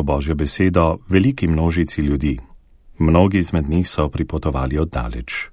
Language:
Slovenian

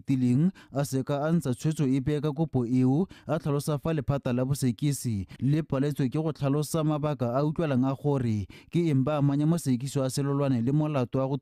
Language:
Tswana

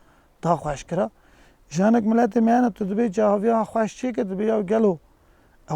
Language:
Kurdish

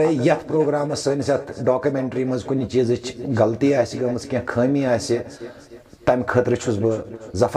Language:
Kashmiri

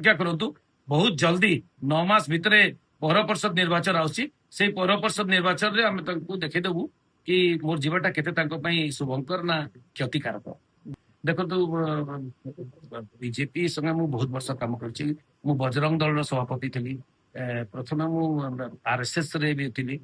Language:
Odia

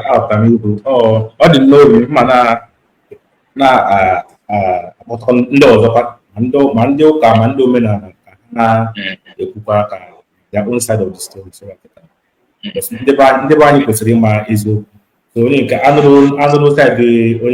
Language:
Igbo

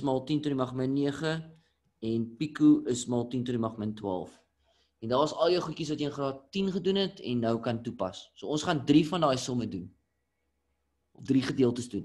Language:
Afrikaans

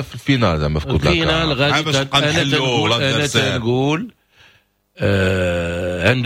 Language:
Moroccan Arabic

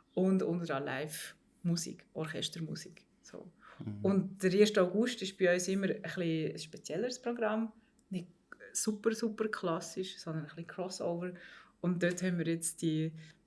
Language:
Swiss German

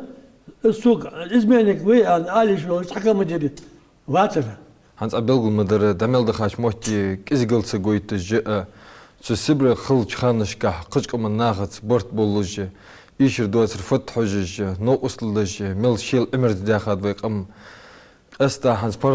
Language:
Ingush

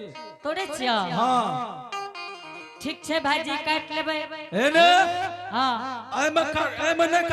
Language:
Angika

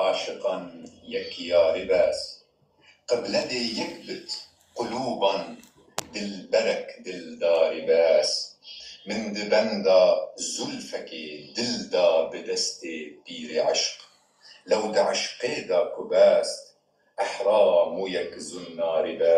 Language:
Kurdish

